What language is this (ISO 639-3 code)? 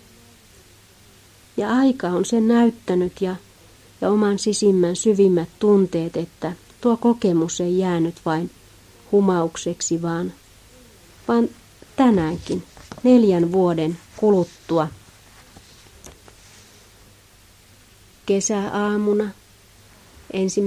fin